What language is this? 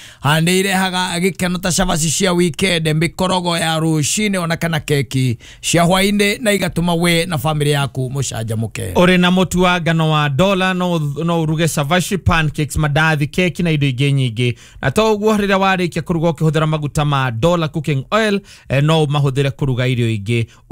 Kikuyu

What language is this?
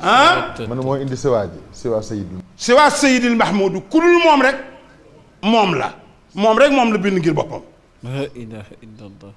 Wolof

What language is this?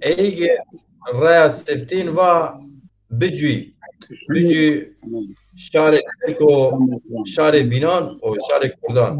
Zaza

